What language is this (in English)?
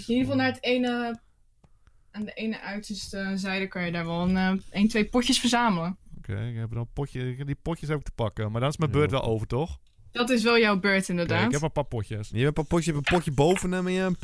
Dutch